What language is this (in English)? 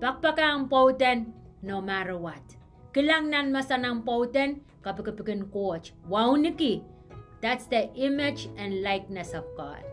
Pohnpeian